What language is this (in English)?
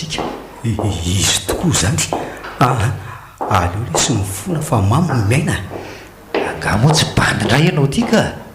Malagasy